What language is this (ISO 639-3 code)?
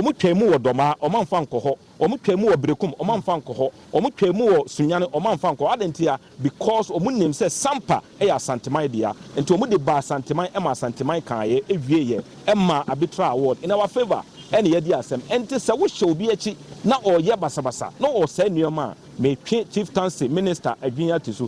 aka